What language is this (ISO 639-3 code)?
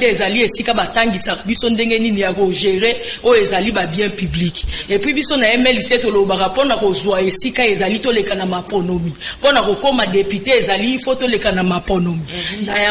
lin